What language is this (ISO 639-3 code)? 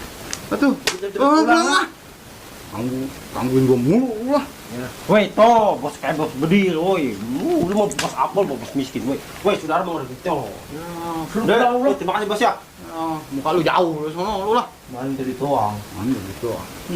bew